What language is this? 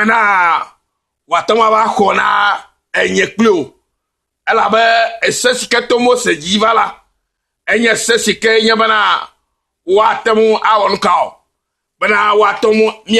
Ewe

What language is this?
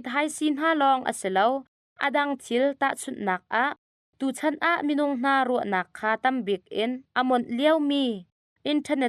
Hakha Chin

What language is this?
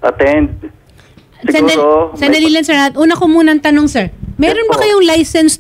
Filipino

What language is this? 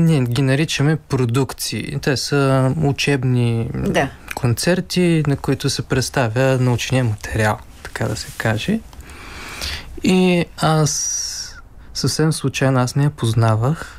Bulgarian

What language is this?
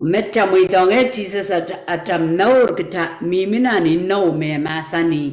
Pohnpeian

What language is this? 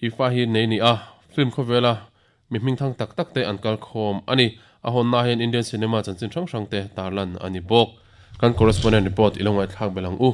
Mizo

